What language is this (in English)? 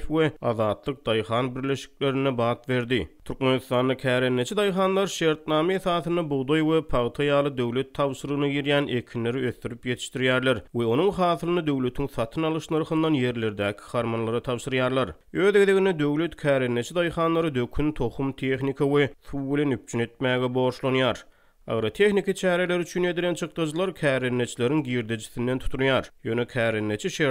Turkmen